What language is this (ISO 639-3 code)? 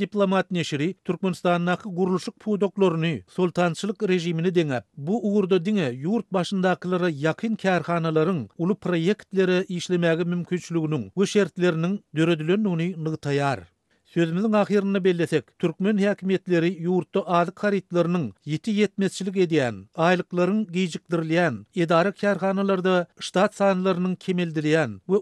tuk